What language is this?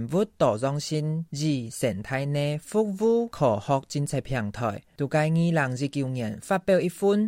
Hakka Chinese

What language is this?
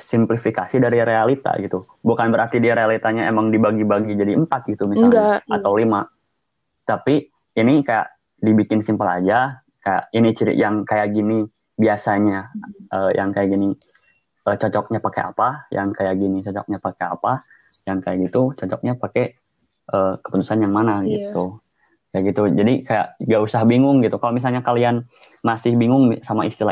Indonesian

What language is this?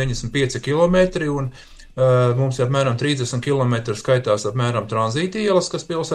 Latvian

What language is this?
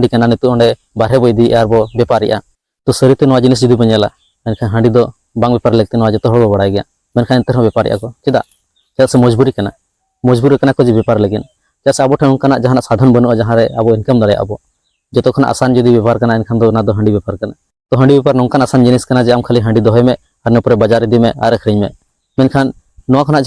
Santali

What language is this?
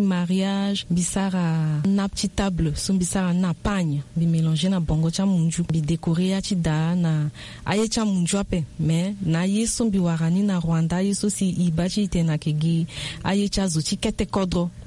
Sango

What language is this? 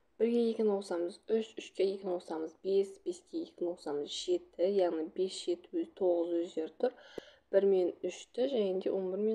Kazakh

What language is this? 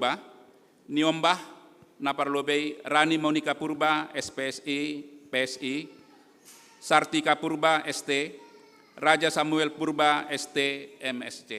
Batak Simalungun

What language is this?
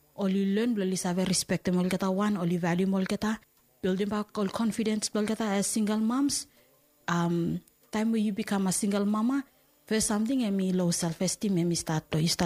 Bislama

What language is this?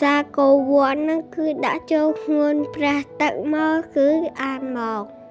Khmer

